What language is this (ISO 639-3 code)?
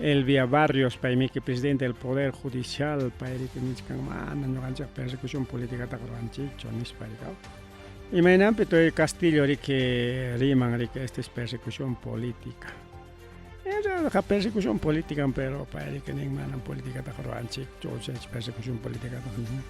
quy